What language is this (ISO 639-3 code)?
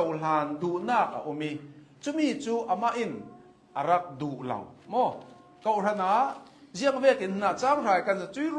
cnh